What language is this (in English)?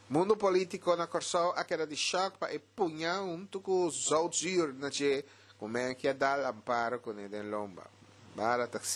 Papiamento